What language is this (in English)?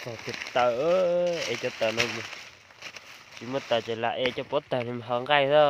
Hmong